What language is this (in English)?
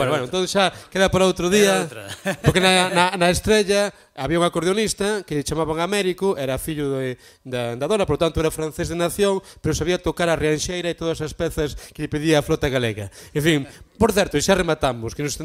Galician